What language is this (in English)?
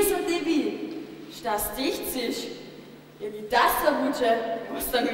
Upper Sorbian